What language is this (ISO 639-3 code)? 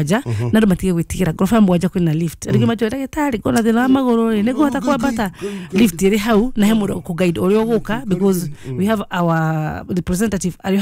kik